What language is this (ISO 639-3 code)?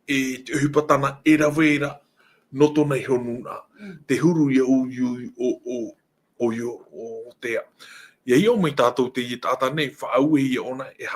tah